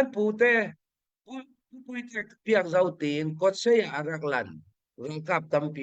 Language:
Hakha Chin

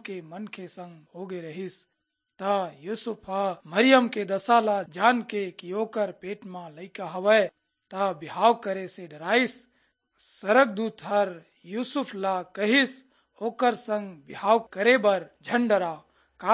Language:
Chhattisgarhi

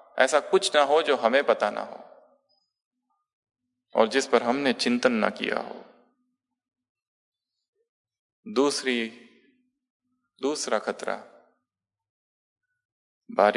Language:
Hindi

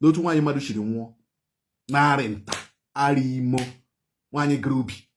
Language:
Igbo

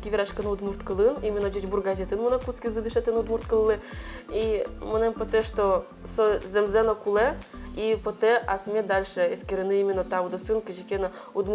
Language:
Udmurt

